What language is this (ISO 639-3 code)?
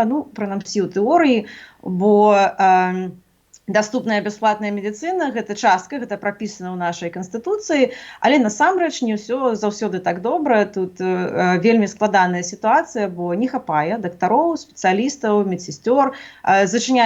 bel